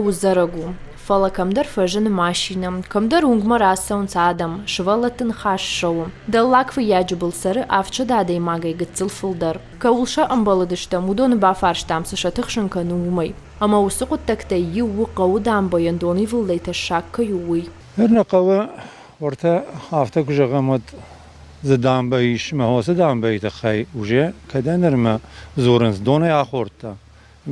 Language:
Ossetic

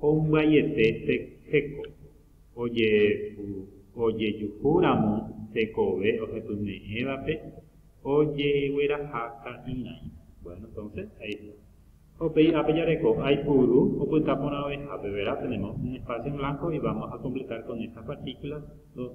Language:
Guarani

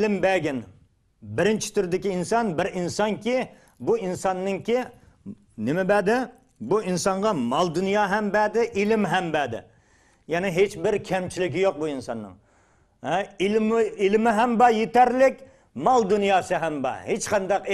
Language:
Uyghur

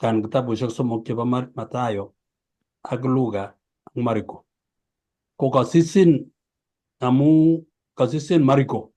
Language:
Kalenjin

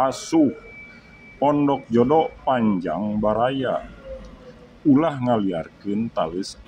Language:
Sundanese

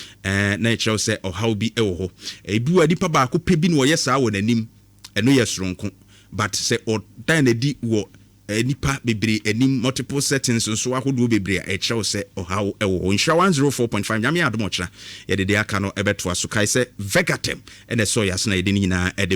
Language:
Akan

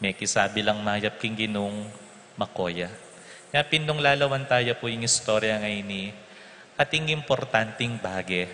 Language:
Pampanga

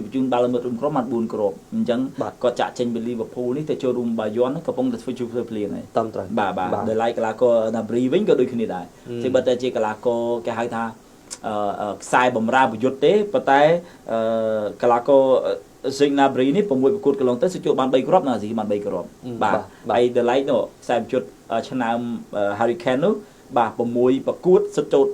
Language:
Khmer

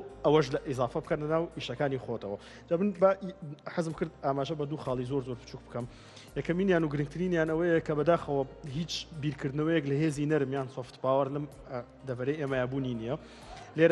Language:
Central Kurdish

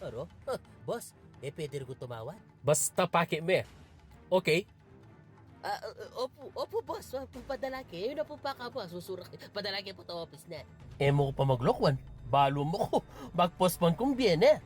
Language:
Pampanga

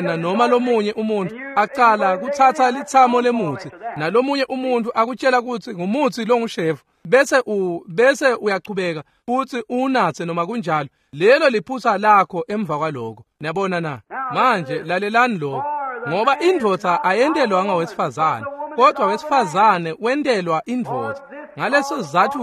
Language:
Swati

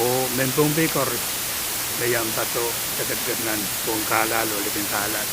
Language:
Pohnpeian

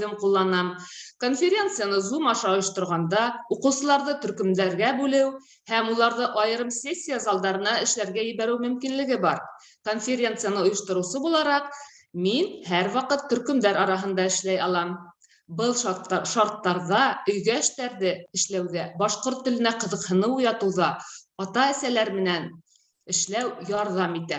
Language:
Bashkir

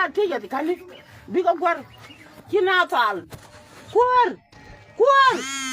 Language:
Nuer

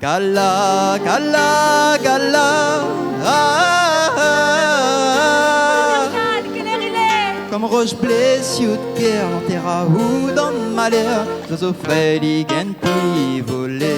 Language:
Réunion Creole French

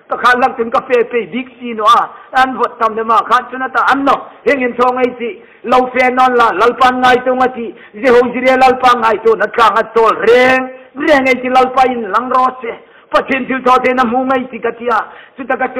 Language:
Hmar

